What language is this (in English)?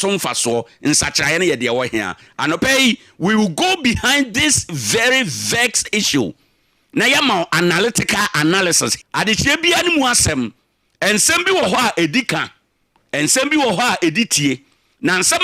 Akan